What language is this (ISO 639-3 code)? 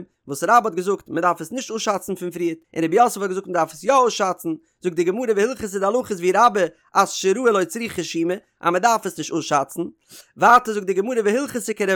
yid